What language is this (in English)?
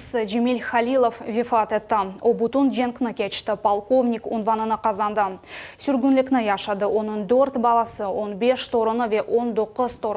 Crimean Tatar